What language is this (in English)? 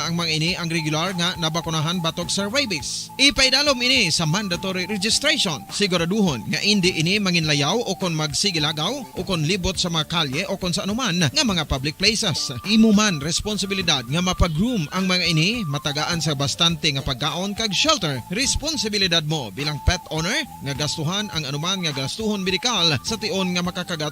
Hiligaynon